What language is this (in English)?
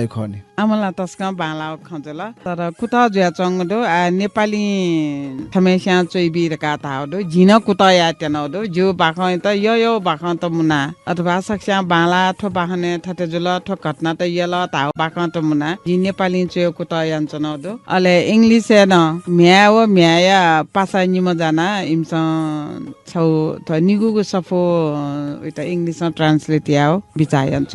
Newari